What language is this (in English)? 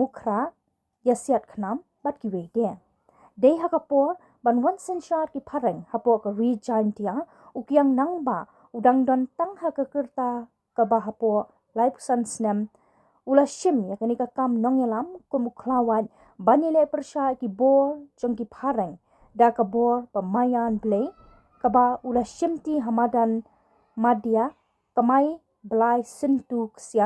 Khasi